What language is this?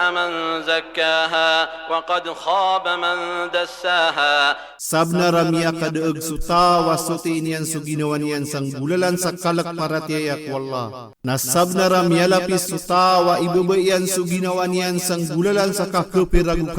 Maranao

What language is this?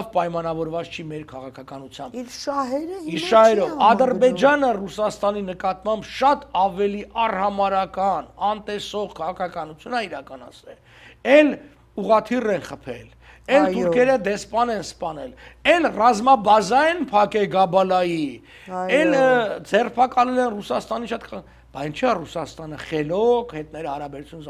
Armenian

